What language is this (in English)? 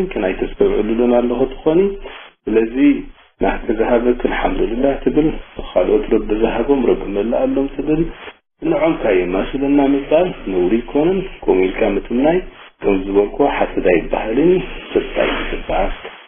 Tigrinya